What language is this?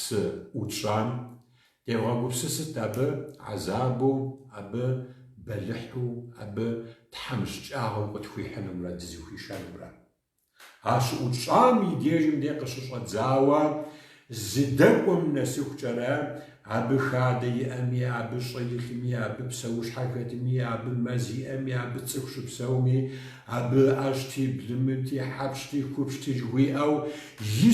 Kabardian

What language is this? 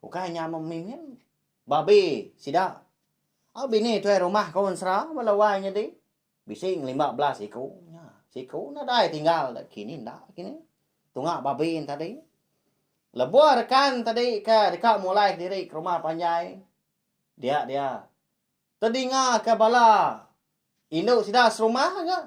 Iban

